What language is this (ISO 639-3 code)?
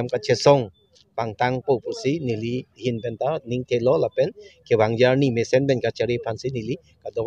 mjw